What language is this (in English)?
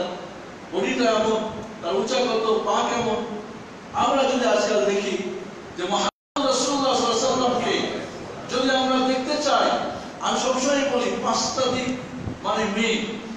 Bangla